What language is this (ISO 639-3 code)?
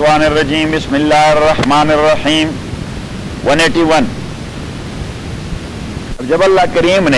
urd